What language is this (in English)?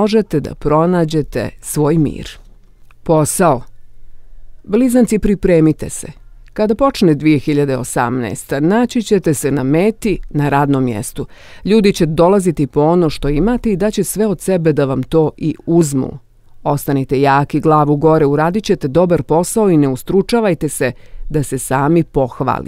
Bosnian